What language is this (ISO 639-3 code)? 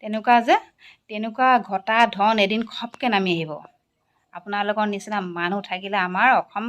asm